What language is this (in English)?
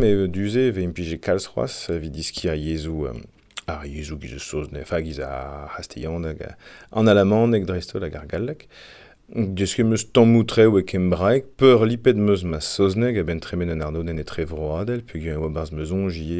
Breton